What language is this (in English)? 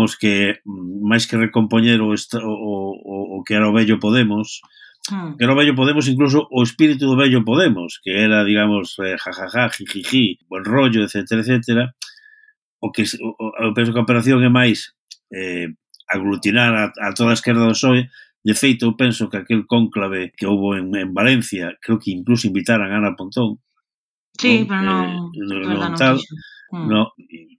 Galician